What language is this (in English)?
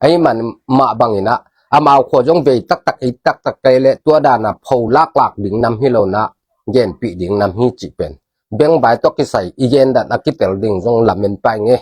Tedim Chin